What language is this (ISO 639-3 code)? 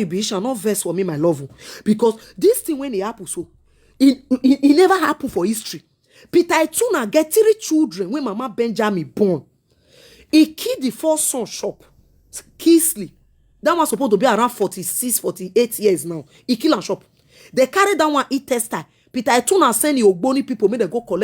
pcm